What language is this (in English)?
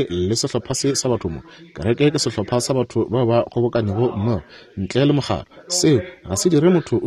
Northern Sotho